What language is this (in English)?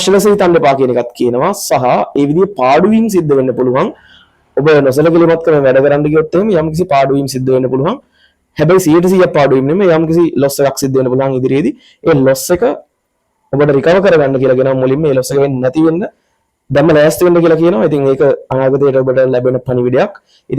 Sinhala